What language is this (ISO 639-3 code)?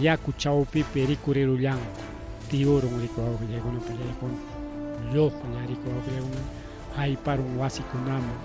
quy